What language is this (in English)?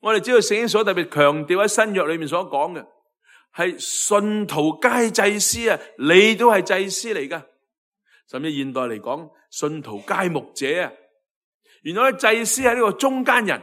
Cantonese